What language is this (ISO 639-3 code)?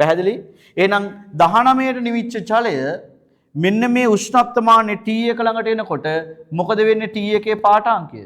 sin